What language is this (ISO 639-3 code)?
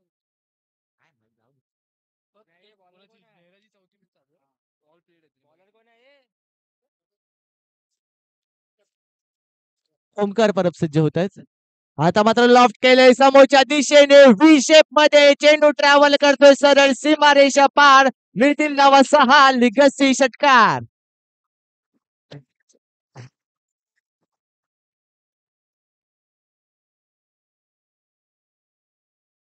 mar